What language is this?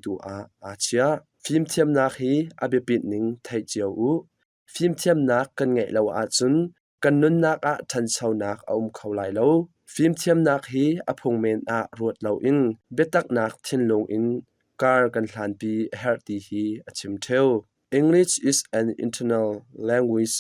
Hakha Chin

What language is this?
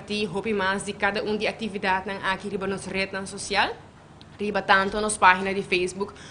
Papiamento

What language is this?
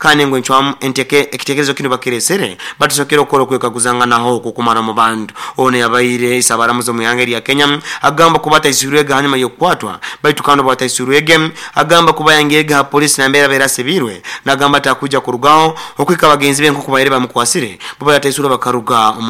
Nyoro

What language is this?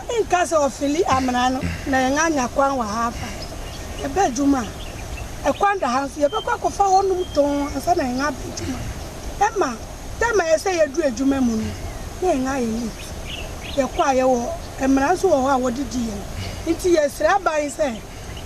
Akan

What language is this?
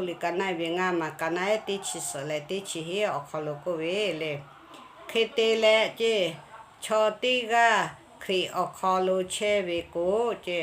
Lahu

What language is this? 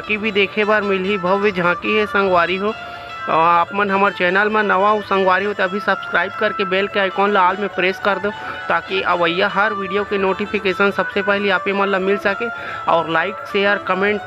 Chhattisgarhi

